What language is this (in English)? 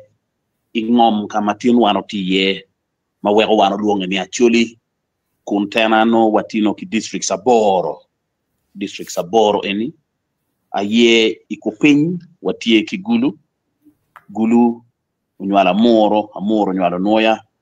Acoli